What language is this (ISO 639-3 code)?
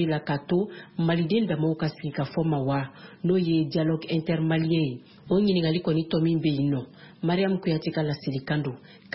bam